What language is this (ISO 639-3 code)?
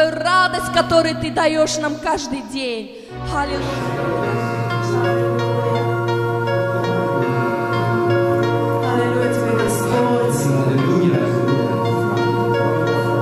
rus